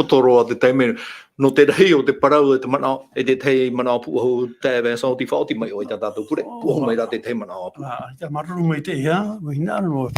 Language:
Tahitian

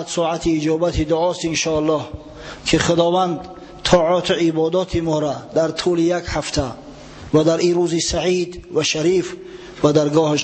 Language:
Tajik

